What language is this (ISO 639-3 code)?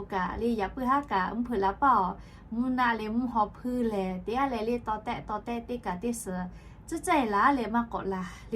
lhu